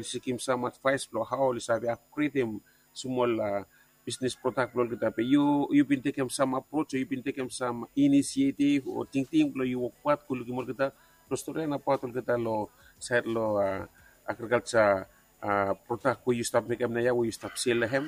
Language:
Bislama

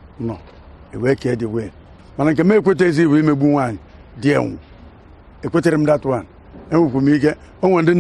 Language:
Igbo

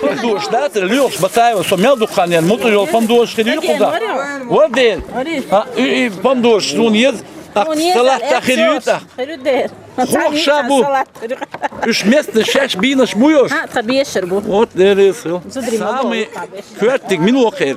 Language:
Chechen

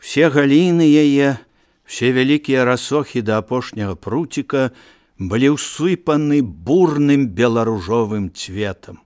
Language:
Belarusian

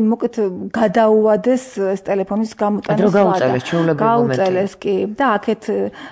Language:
Georgian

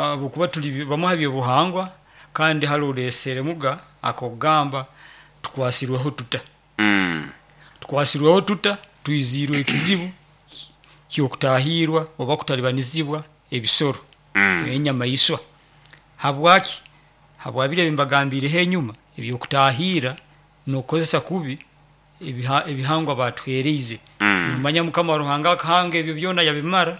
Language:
Nyoro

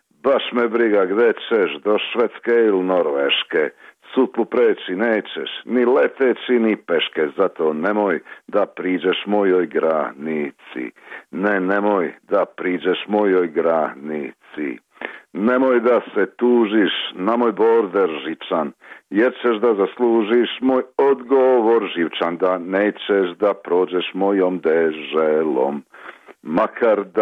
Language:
Serbian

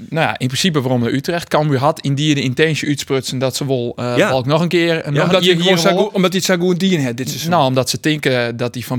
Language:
Western Frisian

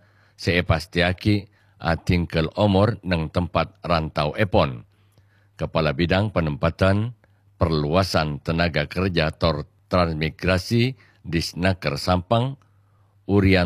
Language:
Madurese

